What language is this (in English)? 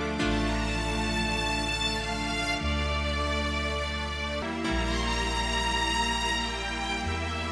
Bosnian